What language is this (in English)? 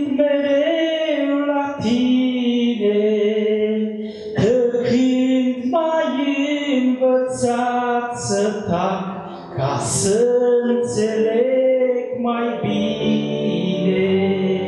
Romanian